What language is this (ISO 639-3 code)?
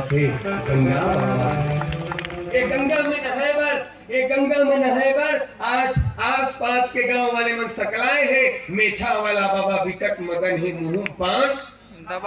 hne